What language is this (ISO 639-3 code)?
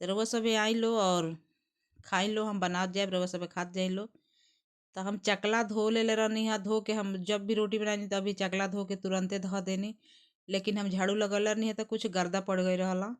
bho